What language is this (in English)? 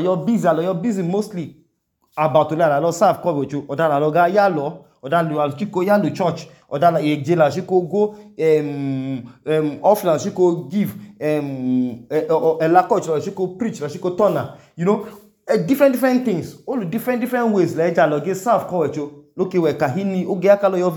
Idoma